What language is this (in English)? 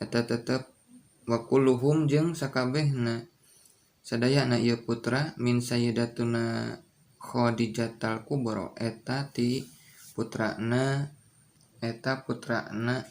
Sundanese